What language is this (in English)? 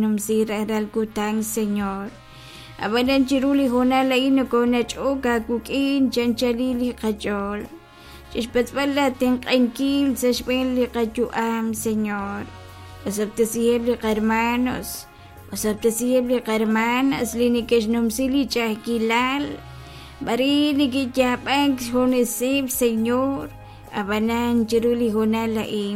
Kekchí